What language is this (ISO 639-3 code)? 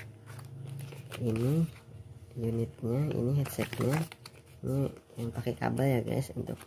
ind